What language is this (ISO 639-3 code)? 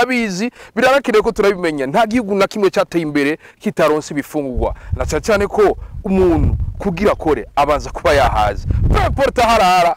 run